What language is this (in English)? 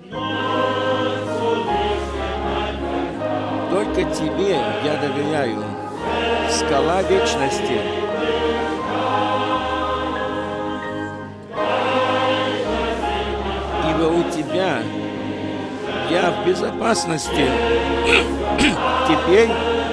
Russian